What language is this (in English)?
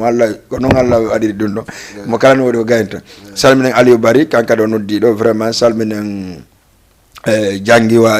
Fula